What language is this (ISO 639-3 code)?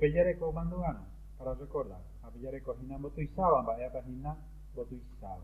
grn